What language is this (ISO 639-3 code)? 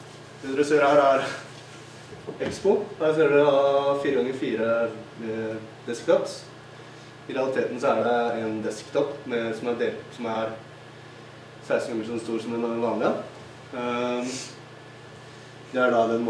nor